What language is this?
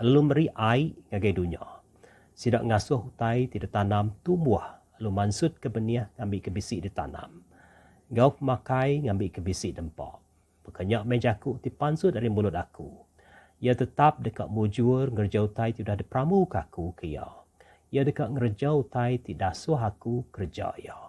Iban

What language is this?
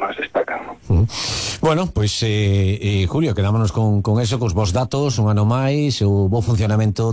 Galician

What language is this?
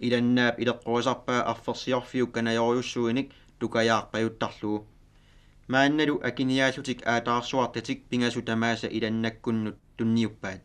Kalaallisut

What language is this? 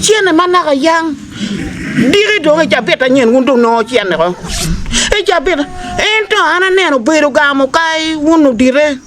Acoli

